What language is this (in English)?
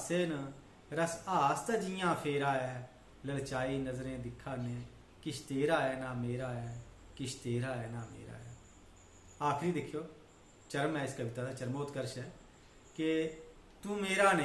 Dogri